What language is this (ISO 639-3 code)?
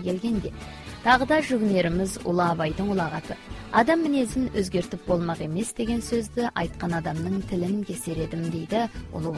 kaz